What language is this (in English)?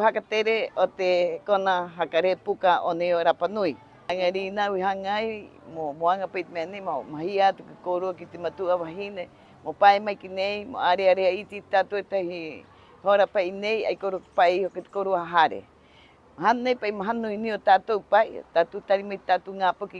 Rapanui